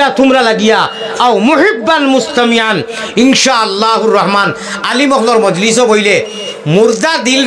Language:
Sylheti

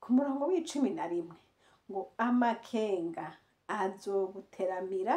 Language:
Rundi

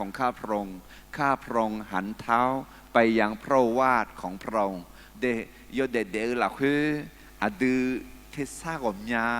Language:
Akha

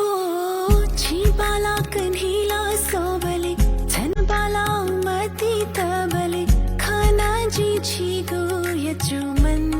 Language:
Newari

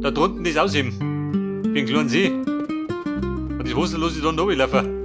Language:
Bavarian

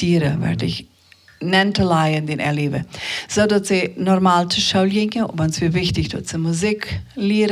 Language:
Plautdietsch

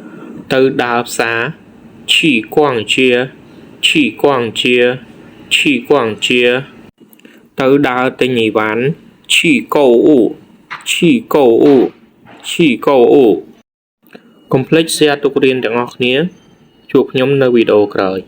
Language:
Khmer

